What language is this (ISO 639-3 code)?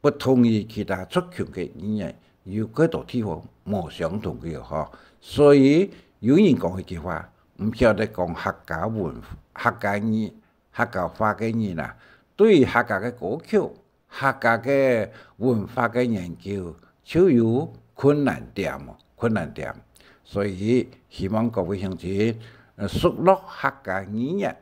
hak